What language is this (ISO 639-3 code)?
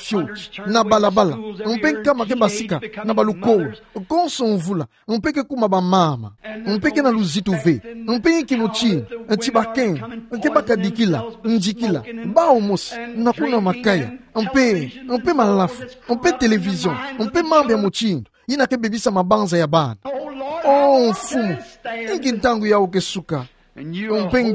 ktu